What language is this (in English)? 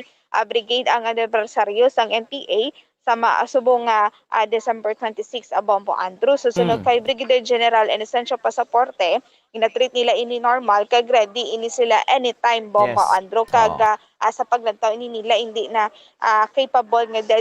Hiligaynon